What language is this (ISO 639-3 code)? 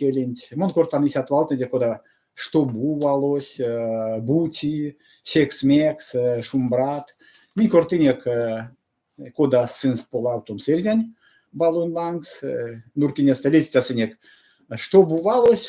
myv